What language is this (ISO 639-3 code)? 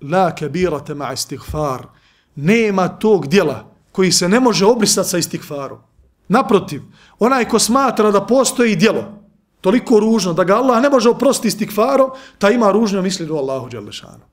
bos